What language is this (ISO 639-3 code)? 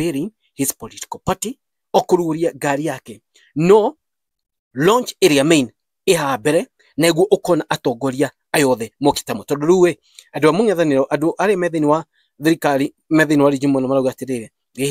kik